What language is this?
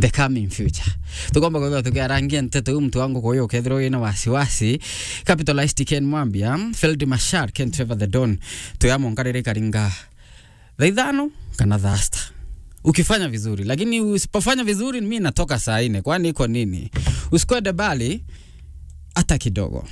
Meru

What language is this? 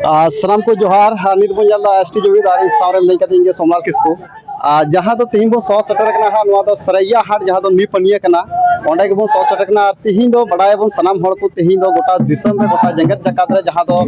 Santali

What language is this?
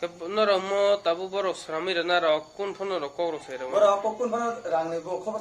Kok Borok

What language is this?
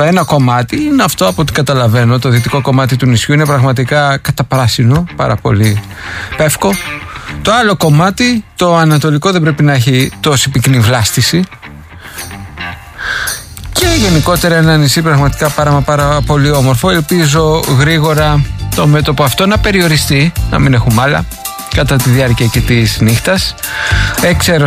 Greek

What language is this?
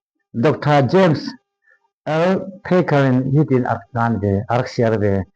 Falam Chin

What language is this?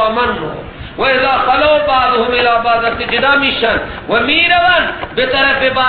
Persian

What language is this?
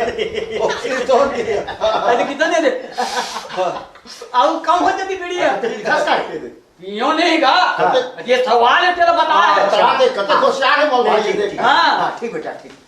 Chhattisgarhi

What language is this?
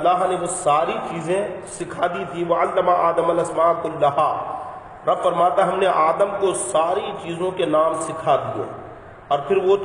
Urdu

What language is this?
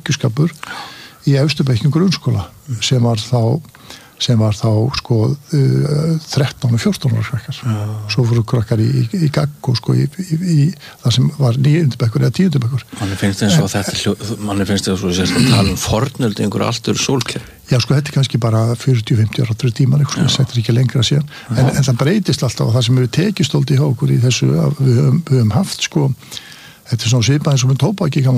Icelandic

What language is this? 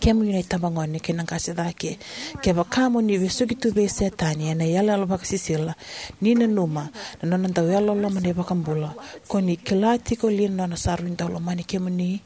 Fijian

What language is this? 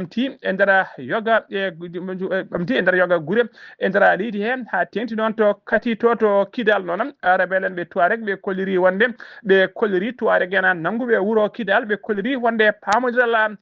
Fula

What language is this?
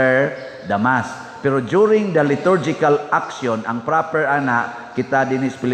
Cebuano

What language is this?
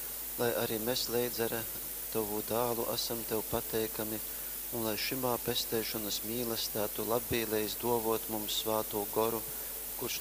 Latgalian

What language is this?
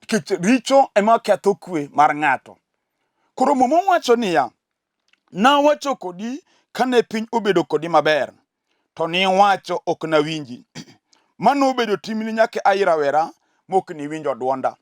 Luo (Kenya and Tanzania)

